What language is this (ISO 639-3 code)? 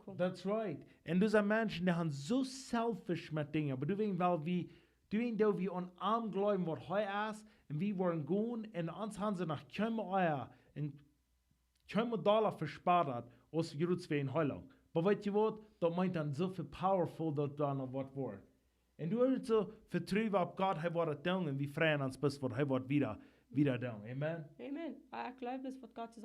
pdt